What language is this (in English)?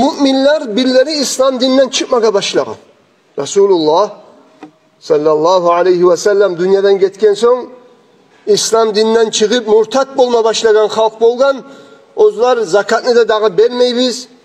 Kumyk